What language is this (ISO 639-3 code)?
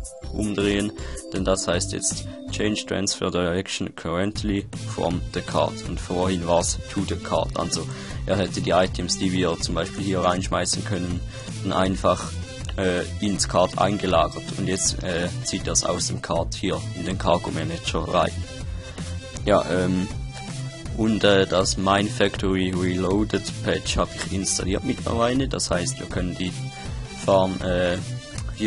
deu